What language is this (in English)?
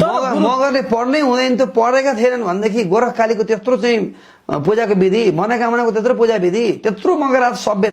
Nepali